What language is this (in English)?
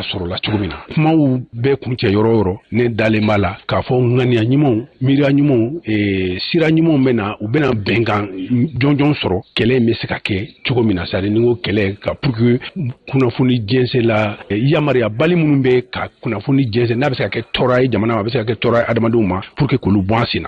Bambara